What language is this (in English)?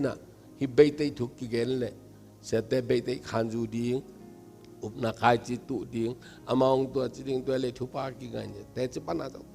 Tedim Chin